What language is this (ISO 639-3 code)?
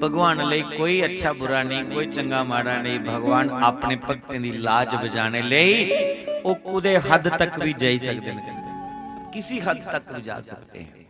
doi